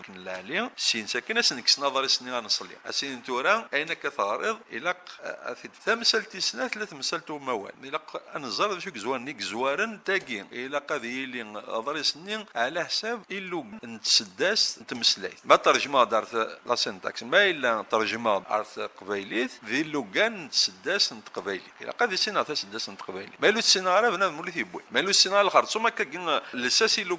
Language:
Kabyle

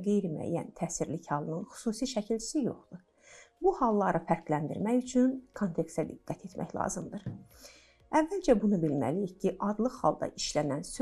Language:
Azerbaijani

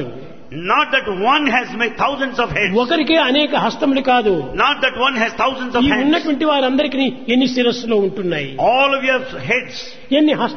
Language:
Telugu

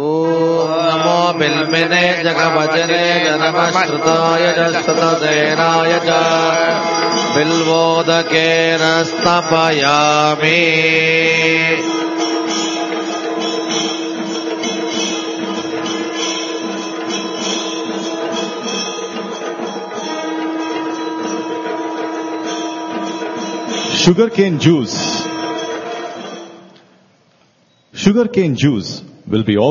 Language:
Telugu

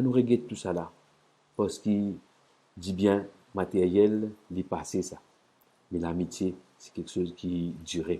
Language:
Morisyen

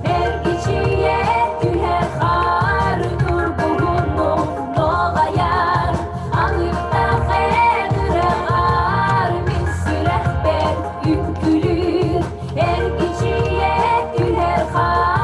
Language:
Yakut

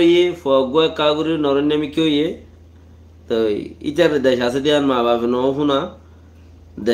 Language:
Rohingya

